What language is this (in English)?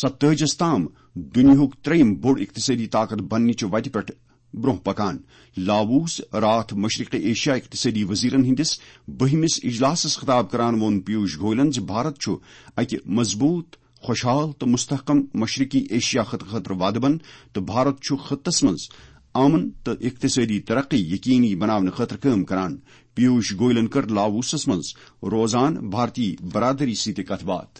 Kashmiri